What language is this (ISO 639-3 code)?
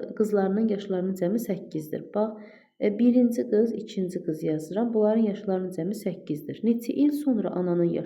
aze